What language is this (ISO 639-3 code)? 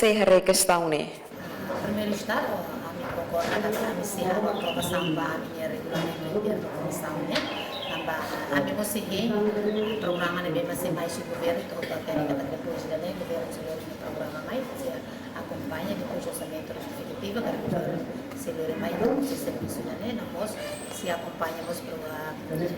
tet